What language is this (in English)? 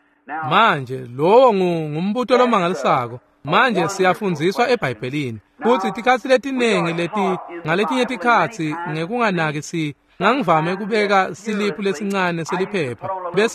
Swati